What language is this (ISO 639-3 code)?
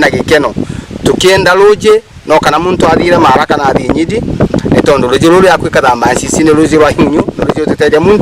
mer